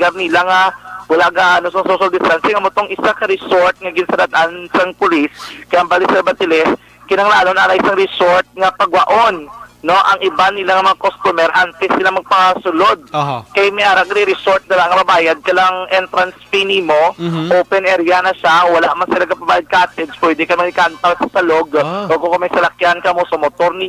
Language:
Hiligaynon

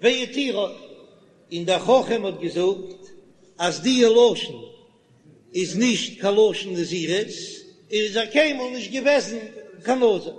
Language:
Yiddish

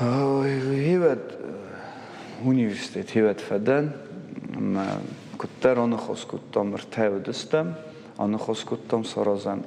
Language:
Ossetic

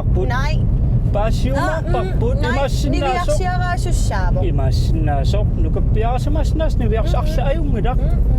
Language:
Kalaallisut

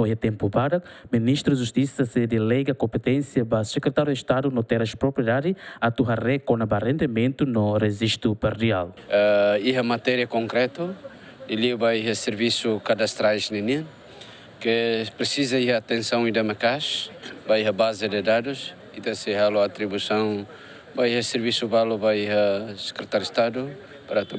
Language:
Tetum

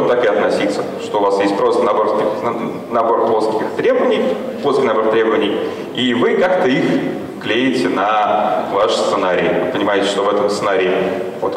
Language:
Russian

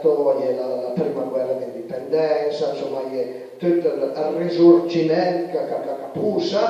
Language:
Piedmontese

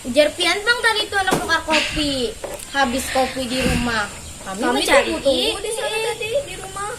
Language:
Banjar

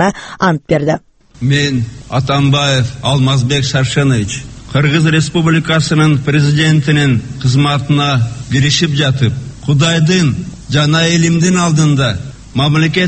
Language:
Kazakh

